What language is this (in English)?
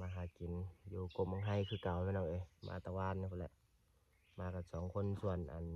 Lao